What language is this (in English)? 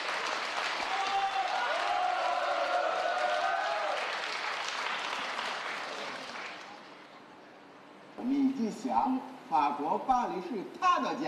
Chinese